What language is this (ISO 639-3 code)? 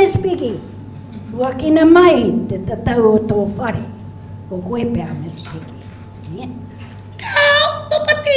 mri